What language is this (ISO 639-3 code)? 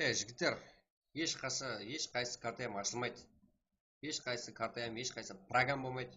kaa